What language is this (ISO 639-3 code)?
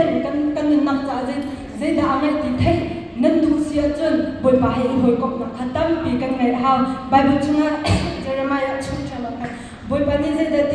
cnh